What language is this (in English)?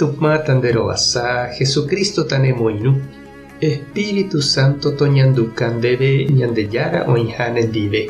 Guarani